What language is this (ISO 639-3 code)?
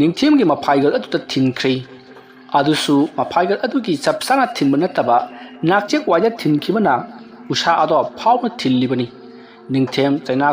mni